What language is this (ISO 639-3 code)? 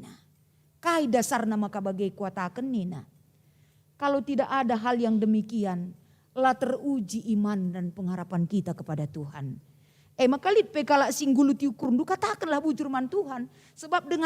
btx